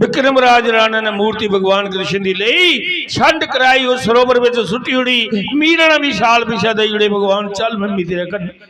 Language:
Dogri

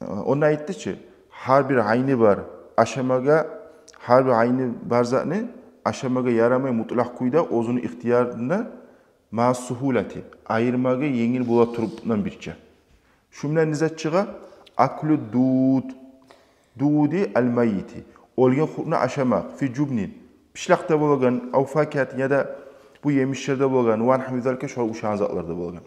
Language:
Kumyk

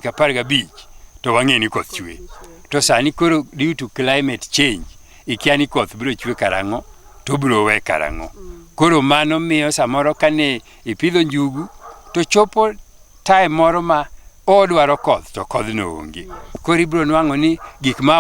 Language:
Luo (Kenya and Tanzania)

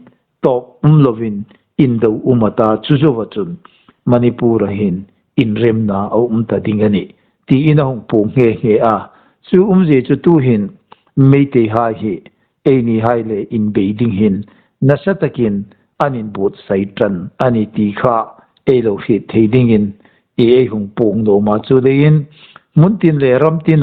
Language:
Hmar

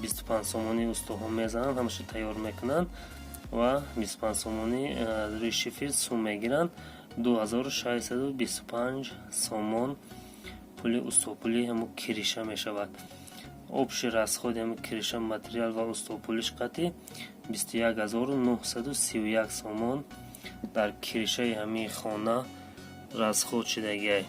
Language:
Tajik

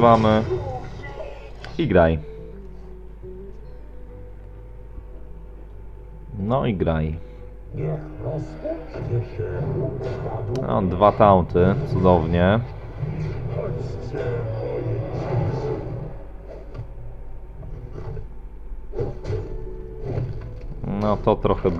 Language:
Polish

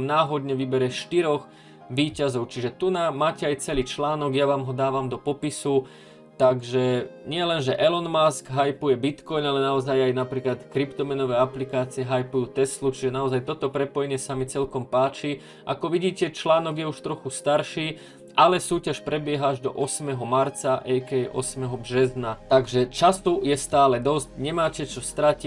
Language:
Slovak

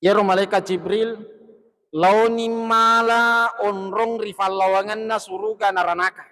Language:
Buginese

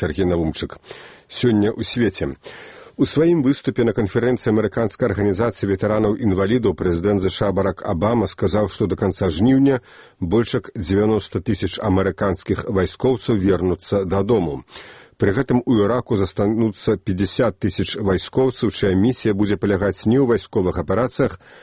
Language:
Belarusian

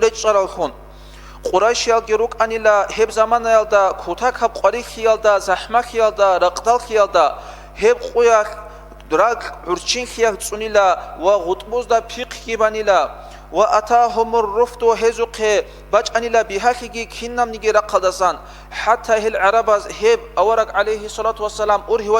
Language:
Avaric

